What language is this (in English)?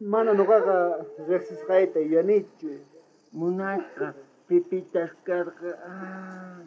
South Bolivian Quechua